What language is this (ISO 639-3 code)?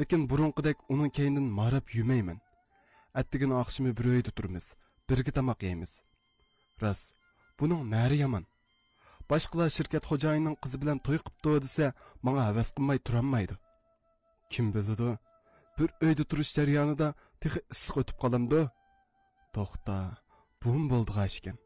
uig